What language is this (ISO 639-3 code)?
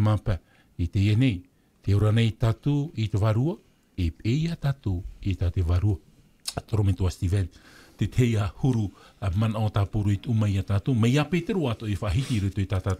tah